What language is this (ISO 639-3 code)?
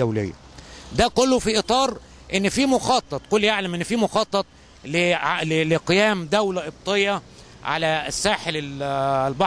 arz